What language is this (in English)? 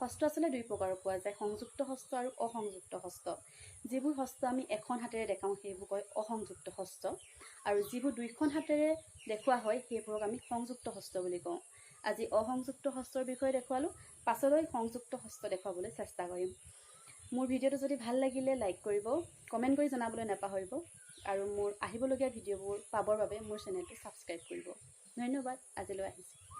Assamese